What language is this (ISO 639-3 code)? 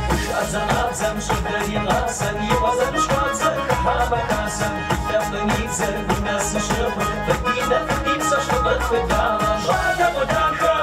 kbd